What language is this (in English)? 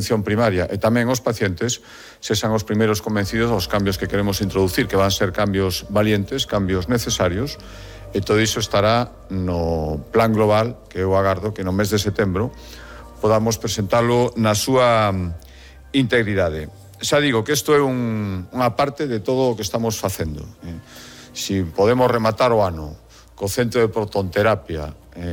Galician